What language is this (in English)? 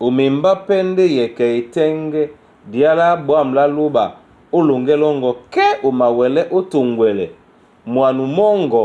Duala